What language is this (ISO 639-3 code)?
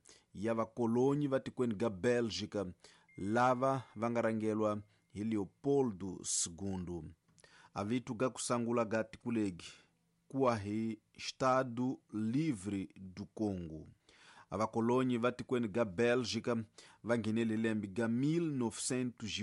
tso